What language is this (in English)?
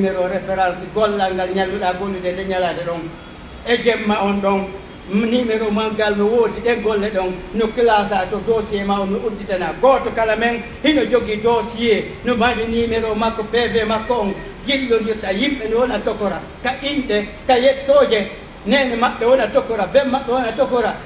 Pular